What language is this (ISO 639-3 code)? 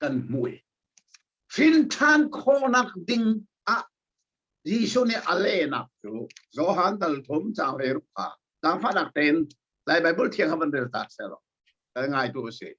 cnh